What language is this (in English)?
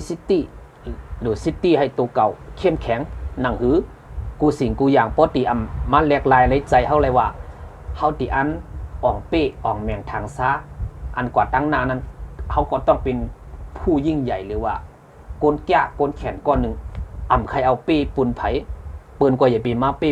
Shan